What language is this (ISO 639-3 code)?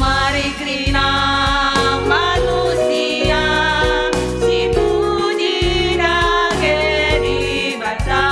btx